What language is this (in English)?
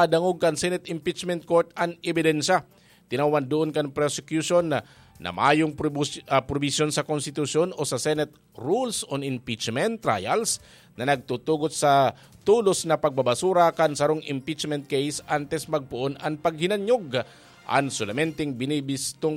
Bikol